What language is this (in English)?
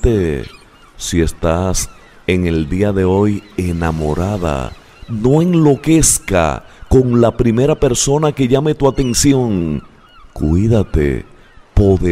Spanish